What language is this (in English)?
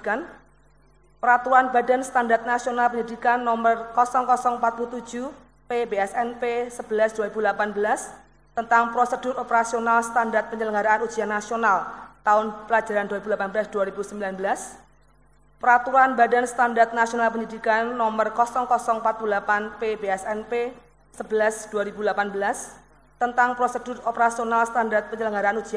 Indonesian